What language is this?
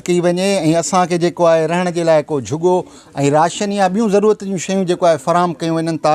Sindhi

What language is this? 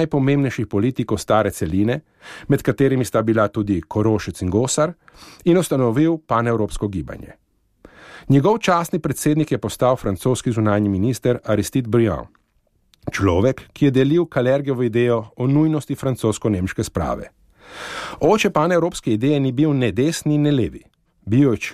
Slovenian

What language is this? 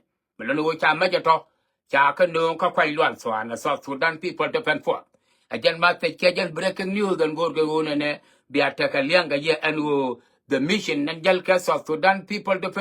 Nuer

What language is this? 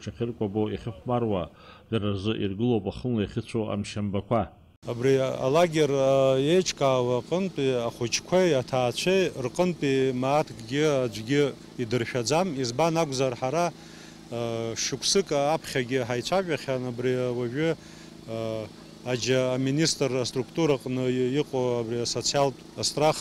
Abkhazian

